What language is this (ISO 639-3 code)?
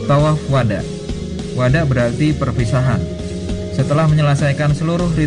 ind